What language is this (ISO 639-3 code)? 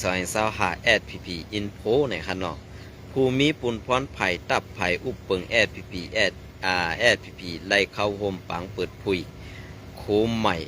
shn